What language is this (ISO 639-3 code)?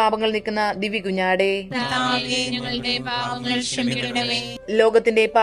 mal